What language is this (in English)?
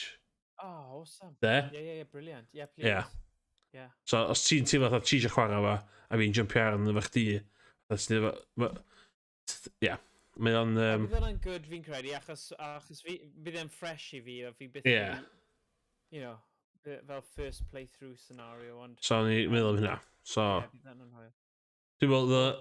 Welsh